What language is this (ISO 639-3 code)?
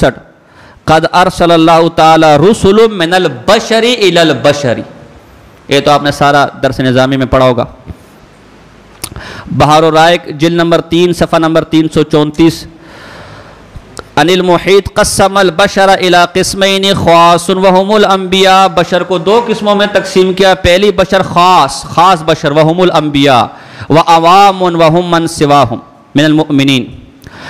urd